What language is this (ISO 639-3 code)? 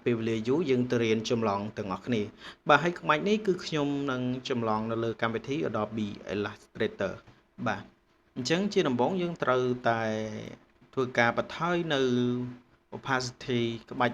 khm